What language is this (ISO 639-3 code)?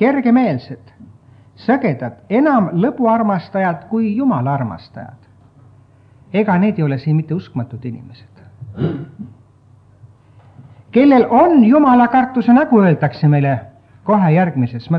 est